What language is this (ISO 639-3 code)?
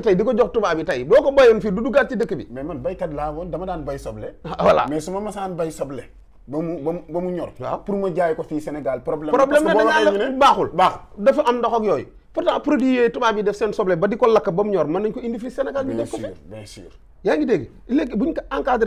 wol